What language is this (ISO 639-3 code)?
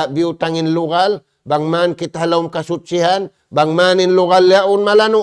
tsg